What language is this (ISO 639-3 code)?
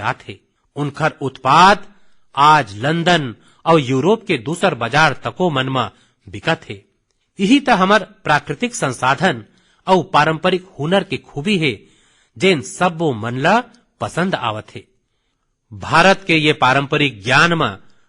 hne